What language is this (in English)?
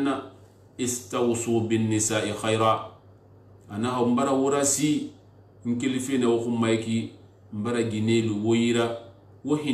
Susu